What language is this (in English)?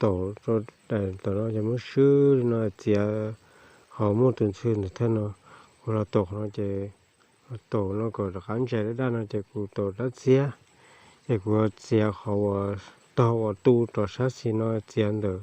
Hmong